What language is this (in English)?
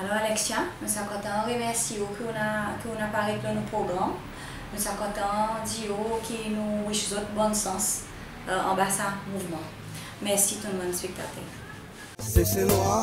Seselwa Creole French